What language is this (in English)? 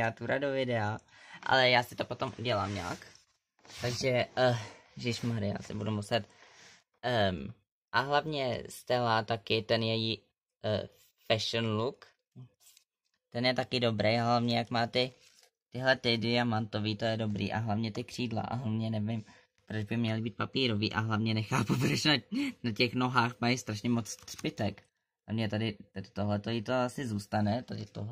Czech